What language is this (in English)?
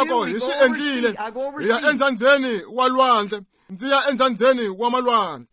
Tsonga